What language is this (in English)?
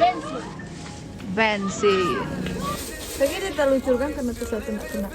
Manado Malay